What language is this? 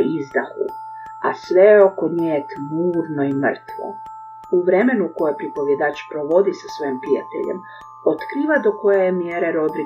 Croatian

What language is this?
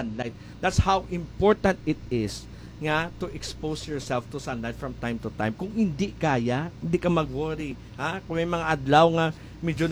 Hiligaynon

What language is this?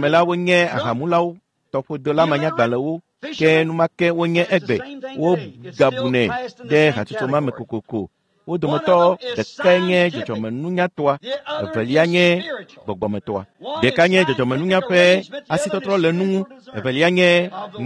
Ewe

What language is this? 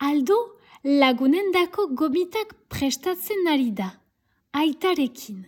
Basque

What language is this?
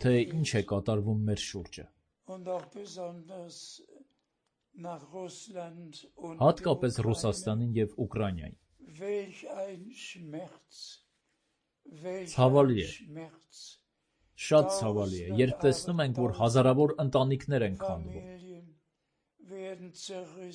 Armenian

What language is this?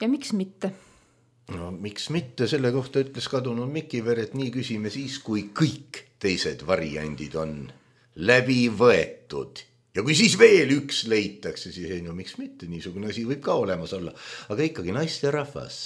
Estonian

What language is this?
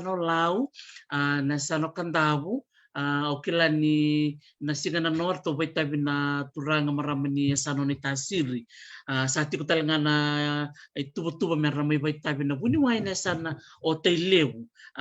Fijian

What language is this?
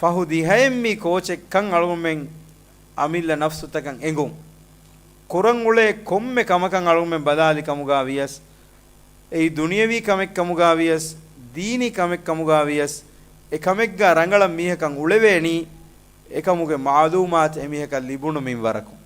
Divehi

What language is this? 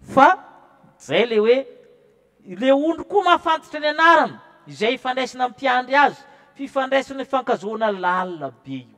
Malagasy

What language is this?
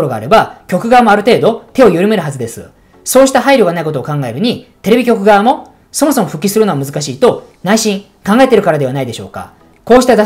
Japanese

